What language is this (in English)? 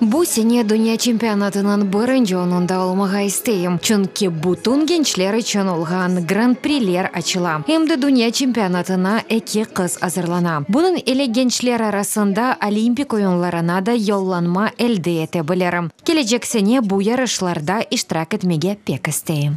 Crimean Tatar